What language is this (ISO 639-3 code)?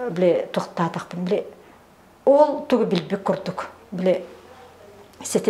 sah